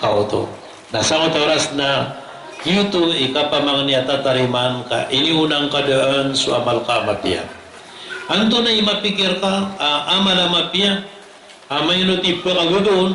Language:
Maranao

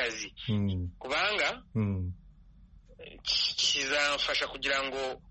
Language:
Kinyarwanda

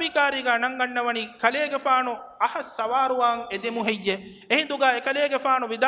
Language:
Divehi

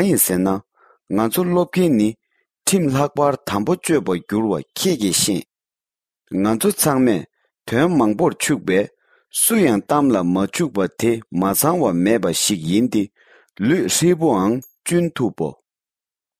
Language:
Tibetan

